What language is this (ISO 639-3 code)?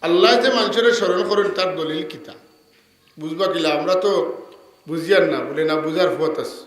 syl